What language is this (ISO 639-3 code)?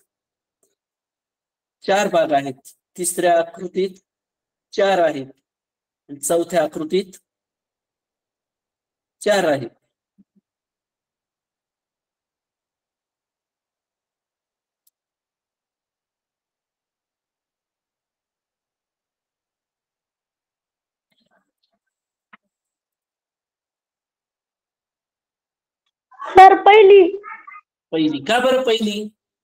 mar